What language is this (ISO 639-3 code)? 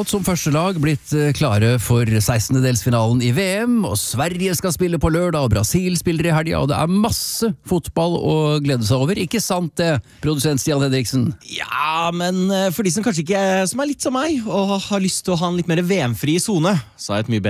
nor